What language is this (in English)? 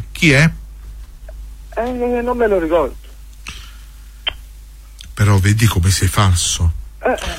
Italian